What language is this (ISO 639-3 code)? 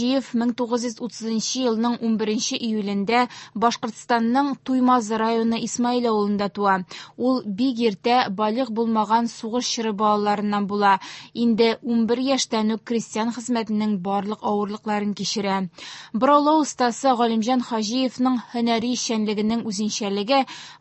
tat